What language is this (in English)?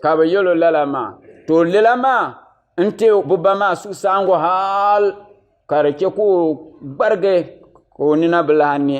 Dagbani